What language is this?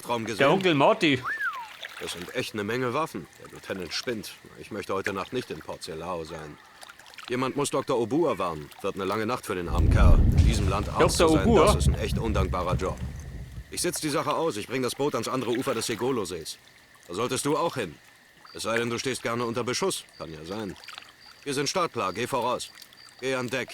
Bavarian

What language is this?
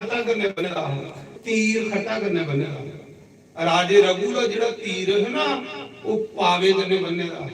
Dogri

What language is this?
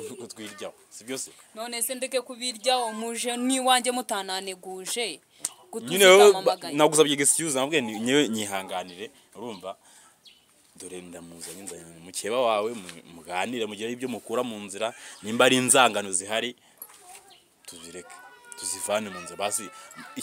Kinyarwanda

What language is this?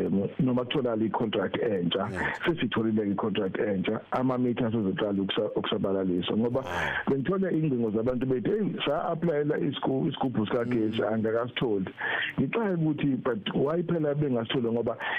Zulu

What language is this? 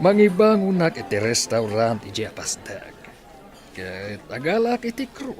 Iloko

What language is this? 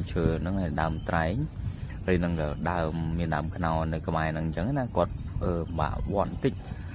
Khmer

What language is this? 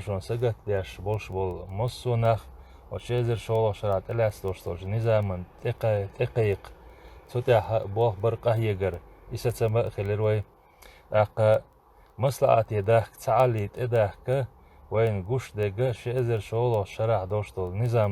Chechen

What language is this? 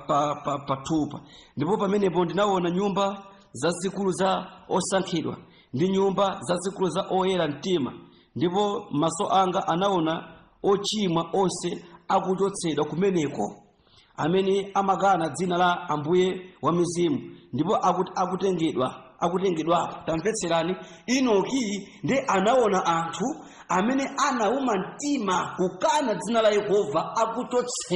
Nyanja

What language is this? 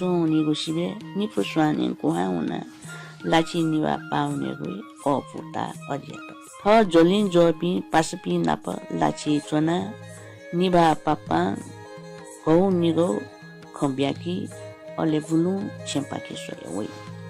Newari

